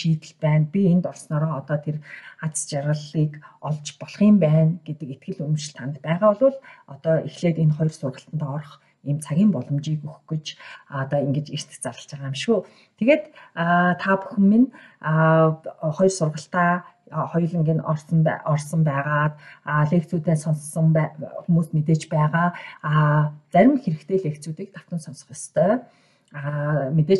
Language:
Mongolian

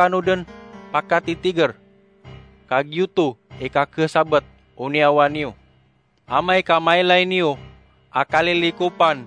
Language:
Maranao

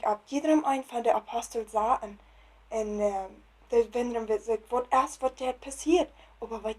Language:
Plautdietsch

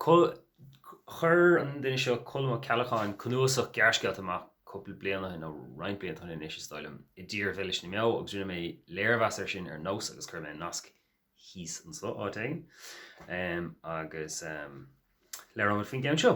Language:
Irish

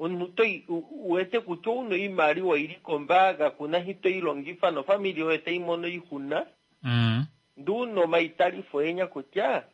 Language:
Kuanyama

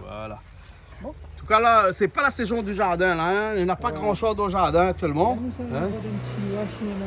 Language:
Réunion Creole French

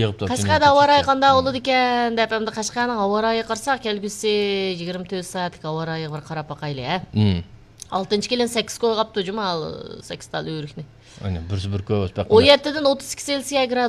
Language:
Uyghur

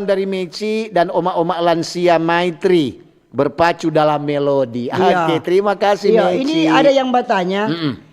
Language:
Manado Malay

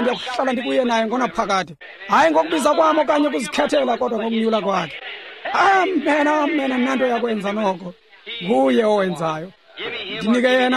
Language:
Xhosa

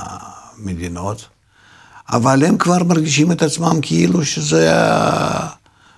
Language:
Hebrew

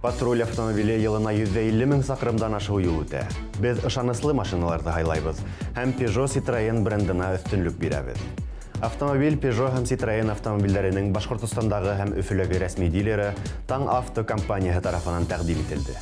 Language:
Bashkir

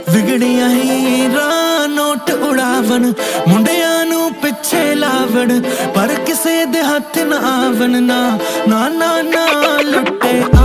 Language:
Punjabi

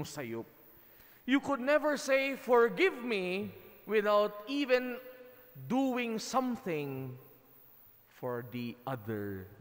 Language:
Cebuano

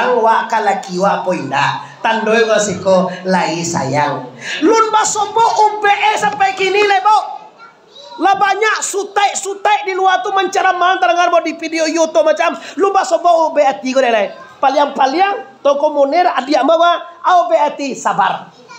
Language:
Minangkabau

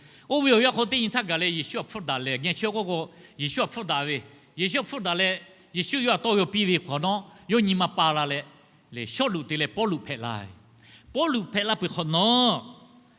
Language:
Lahu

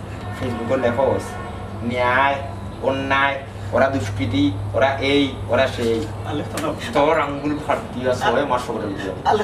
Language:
Sylheti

